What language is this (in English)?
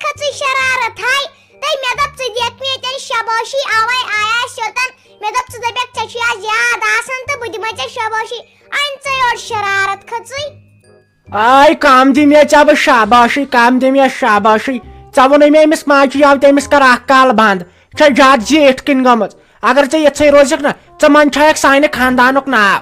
Kashmiri